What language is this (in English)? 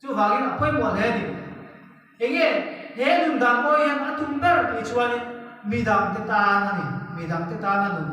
Mizo